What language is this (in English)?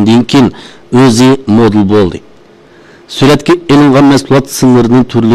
Uyghur